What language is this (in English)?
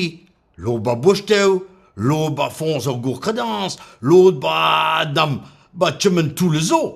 Breton